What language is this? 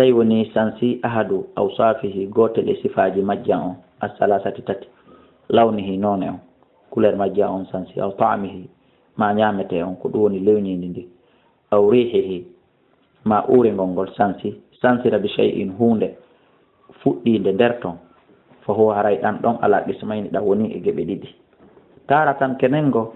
Fula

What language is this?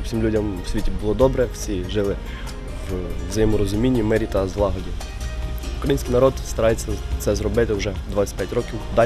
Ukrainian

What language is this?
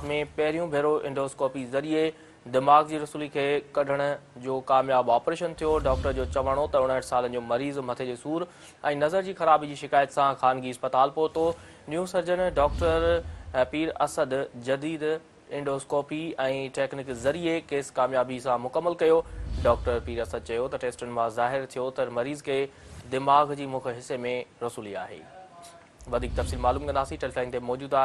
Sindhi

